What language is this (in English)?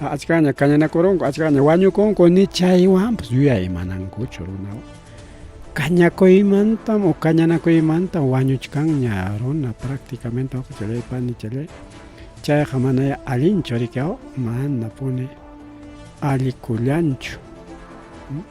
Ayacucho Quechua